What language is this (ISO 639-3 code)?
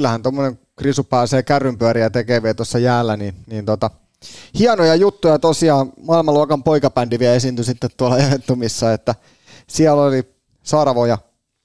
fin